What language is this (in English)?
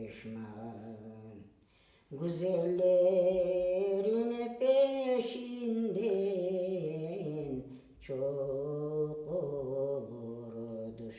Crimean Tatar